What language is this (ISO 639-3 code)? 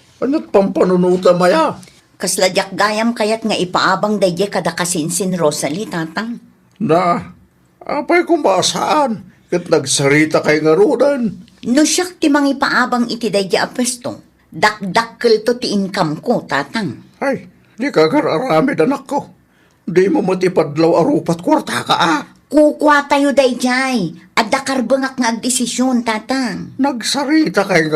ilo